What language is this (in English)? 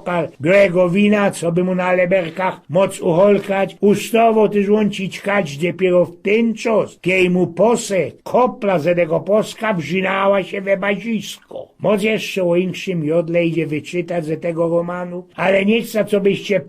Silesian